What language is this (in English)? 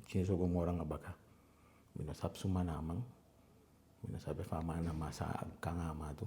Eastern Maroon Creole